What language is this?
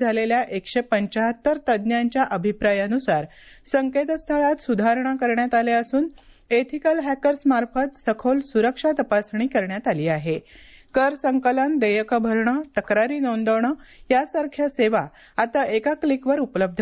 Marathi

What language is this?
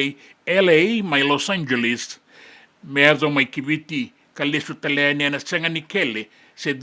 Fijian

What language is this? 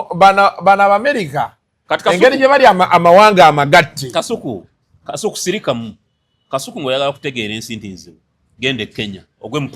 Ganda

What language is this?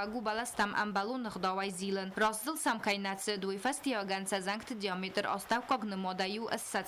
Ossetic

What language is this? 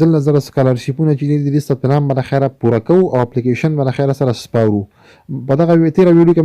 Pashto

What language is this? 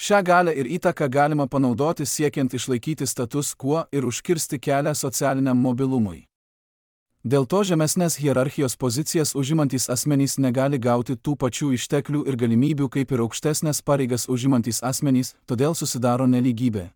Lithuanian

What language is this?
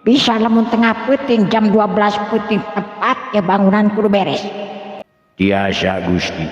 Sundanese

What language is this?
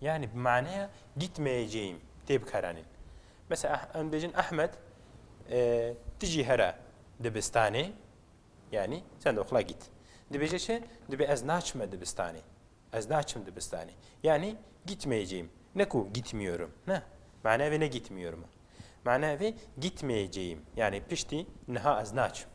Kurdish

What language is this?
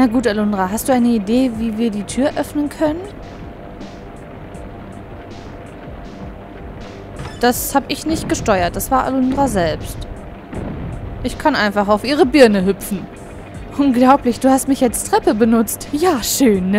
German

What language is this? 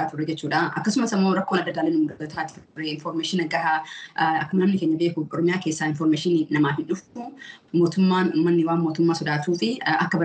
Oromo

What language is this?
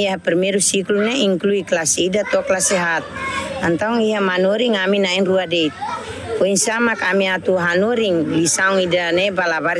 Tetum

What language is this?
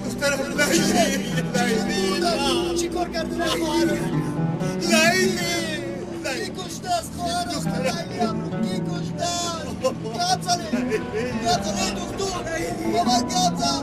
Tajik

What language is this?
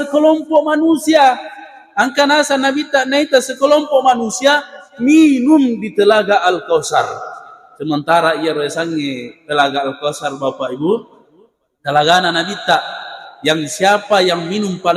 Buginese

